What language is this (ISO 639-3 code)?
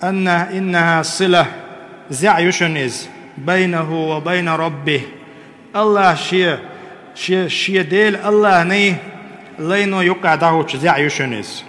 che